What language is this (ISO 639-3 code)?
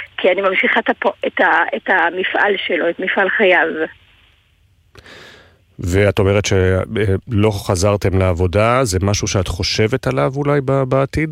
heb